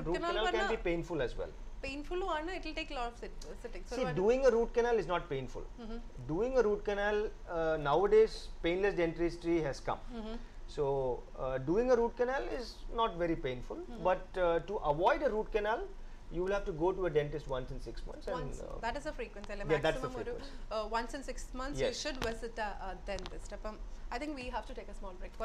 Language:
Malayalam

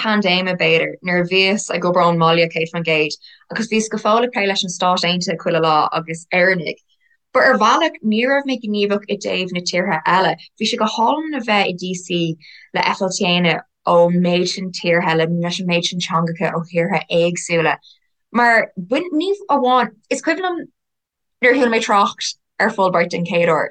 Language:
Irish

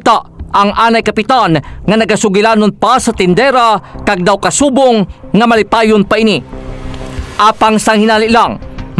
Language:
Hiligaynon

